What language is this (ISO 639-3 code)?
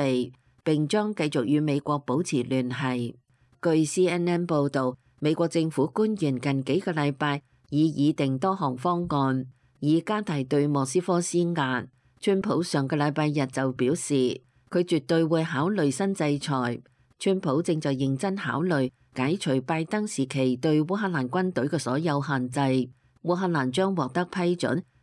yue